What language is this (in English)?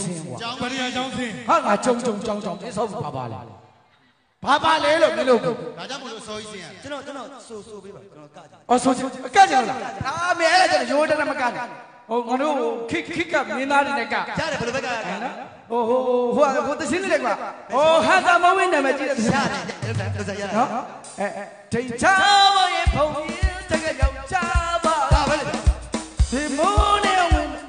Burmese